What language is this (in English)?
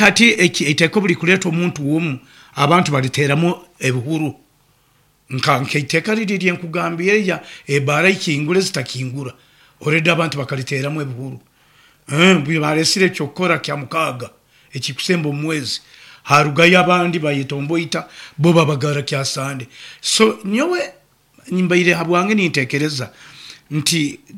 Nyoro